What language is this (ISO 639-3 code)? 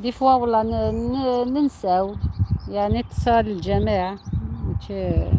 arq